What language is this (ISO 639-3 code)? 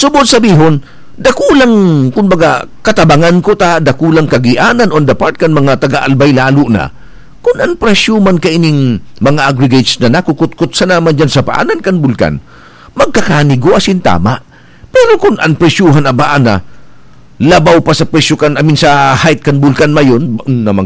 bik